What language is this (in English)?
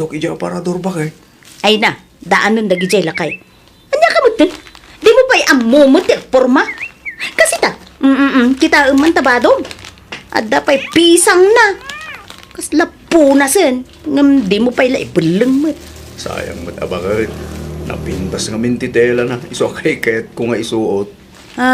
Iloko